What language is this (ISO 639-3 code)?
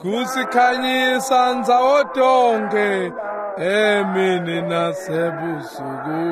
ssw